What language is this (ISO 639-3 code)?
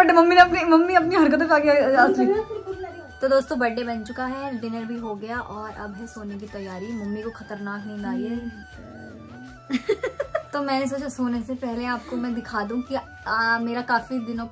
hin